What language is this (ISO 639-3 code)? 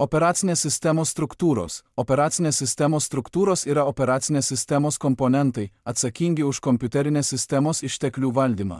lit